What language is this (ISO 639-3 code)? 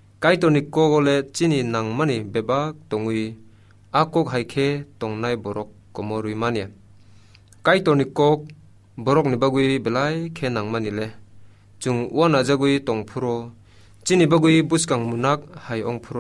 trp